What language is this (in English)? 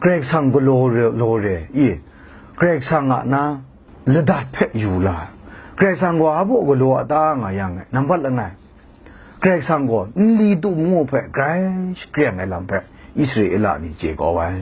Kachin